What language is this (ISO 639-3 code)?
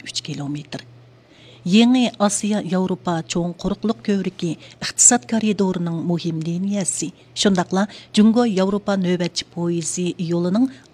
uig